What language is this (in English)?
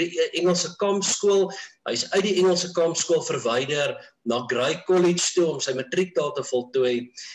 Afrikaans